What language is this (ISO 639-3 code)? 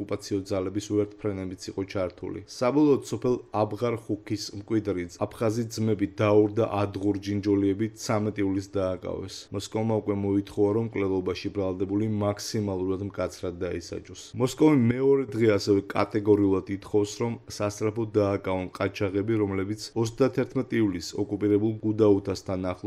kat